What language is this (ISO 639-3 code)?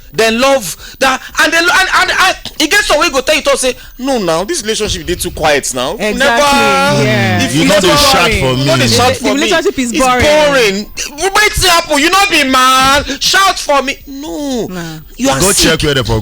pcm